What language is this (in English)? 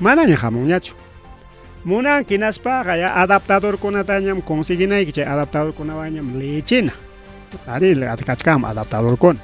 Ayacucho Quechua